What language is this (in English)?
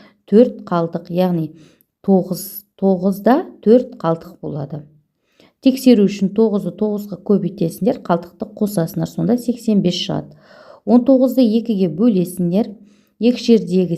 Kazakh